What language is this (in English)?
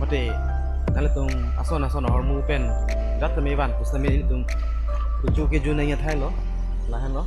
Karbi